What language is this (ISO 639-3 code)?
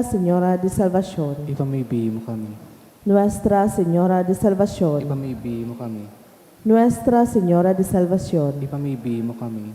bik